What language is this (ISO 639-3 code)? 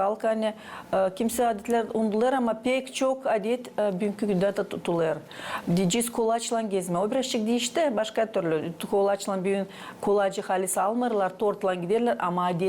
gag